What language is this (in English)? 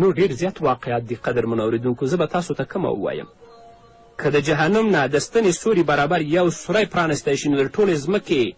Pashto